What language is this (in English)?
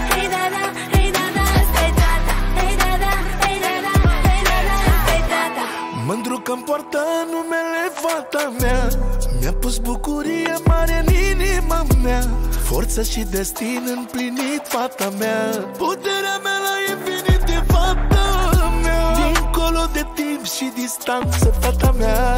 Romanian